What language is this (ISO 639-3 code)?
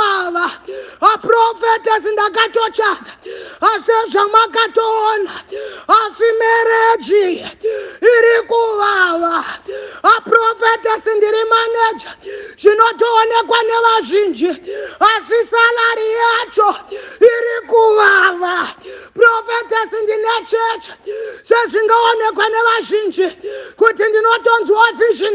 sna